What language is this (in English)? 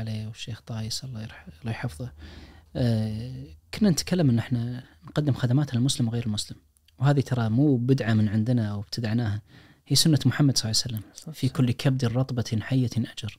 Najdi Arabic